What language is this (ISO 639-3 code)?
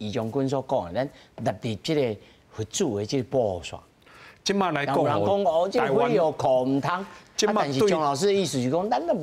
nan